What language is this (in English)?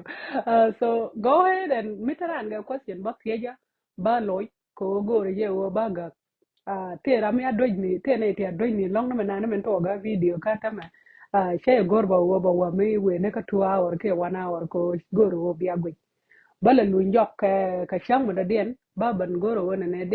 Nuer